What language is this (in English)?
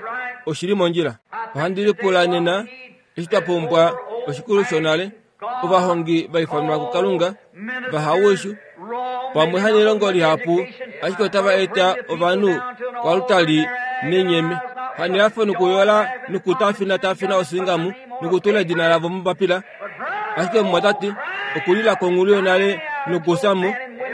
Kuanyama